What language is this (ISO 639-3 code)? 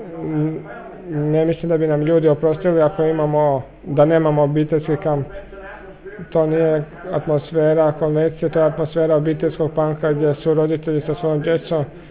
hrv